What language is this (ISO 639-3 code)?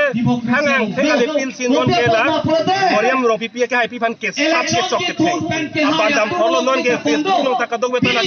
mjw